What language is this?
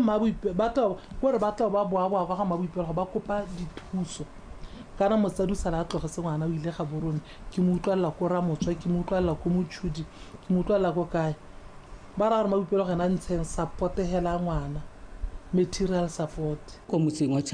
Tswana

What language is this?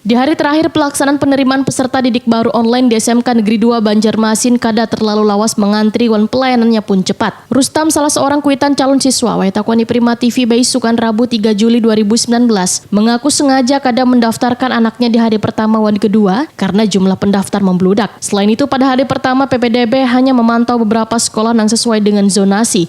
Banjar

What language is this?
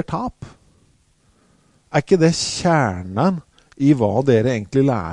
Norwegian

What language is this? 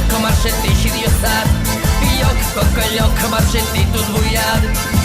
Udmurt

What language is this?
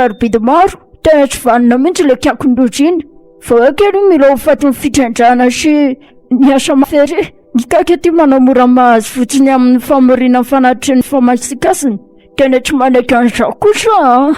Malagasy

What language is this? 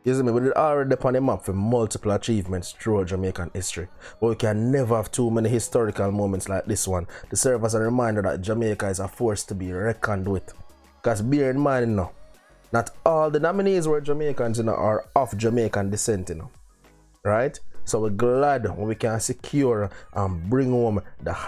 Jamaican Creole English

